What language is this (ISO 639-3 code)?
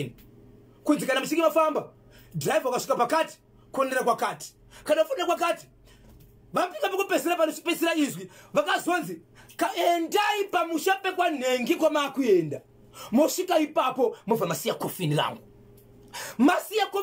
sna